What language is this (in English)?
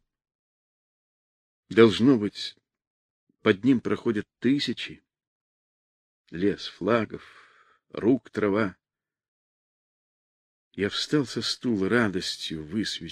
Russian